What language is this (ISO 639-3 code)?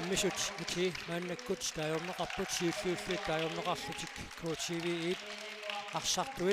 kal